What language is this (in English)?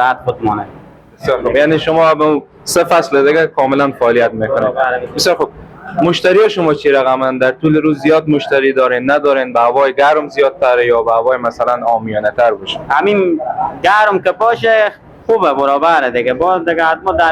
Persian